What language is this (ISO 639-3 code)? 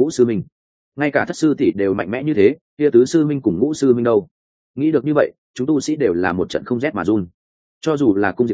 vie